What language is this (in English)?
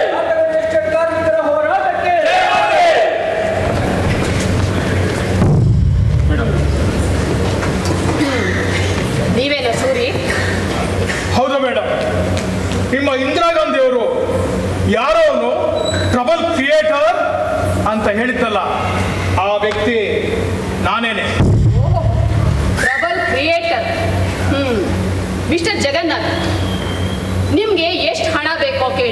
Kannada